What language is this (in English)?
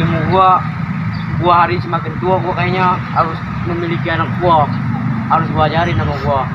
Betawi